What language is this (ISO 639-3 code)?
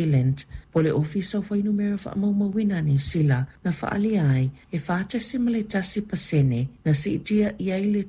smo